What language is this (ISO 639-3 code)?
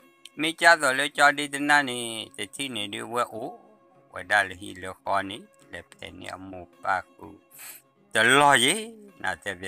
ksw